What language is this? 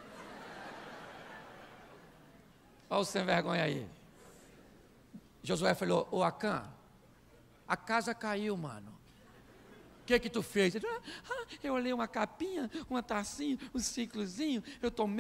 Portuguese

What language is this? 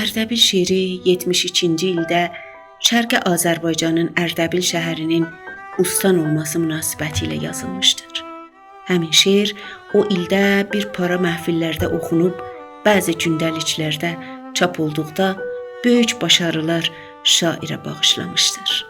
South Azerbaijani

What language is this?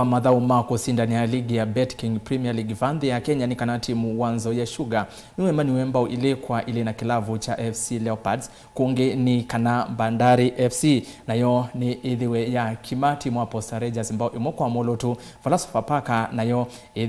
Kamba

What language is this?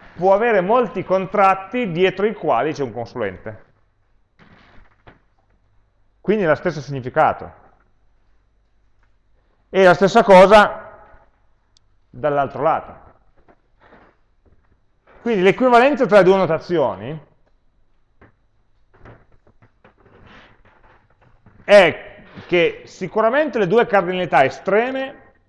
Italian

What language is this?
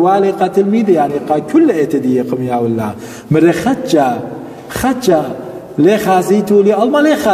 Assyrian Neo-Aramaic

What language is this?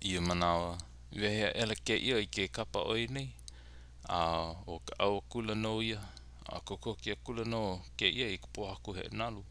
Hawaiian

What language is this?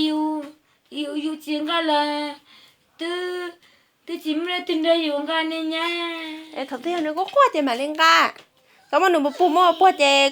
Hmong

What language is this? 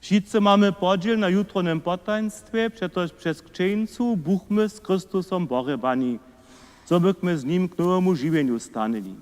Upper Sorbian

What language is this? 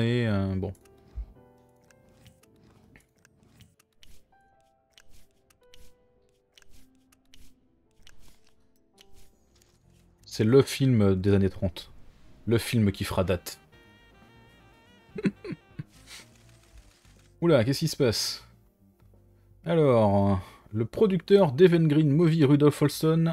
French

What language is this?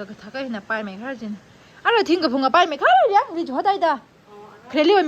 Tangkhul Naga (India)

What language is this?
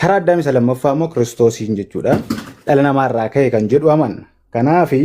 Oromo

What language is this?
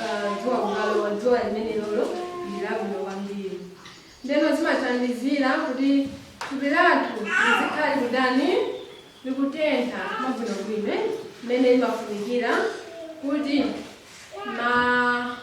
Nyanja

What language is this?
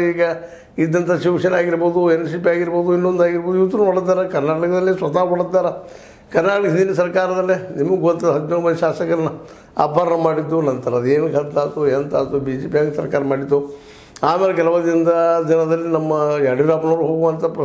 Kannada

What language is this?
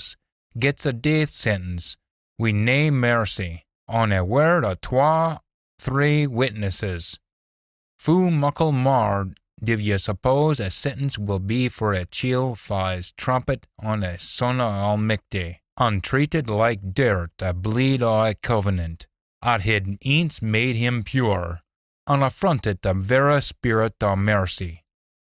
Scots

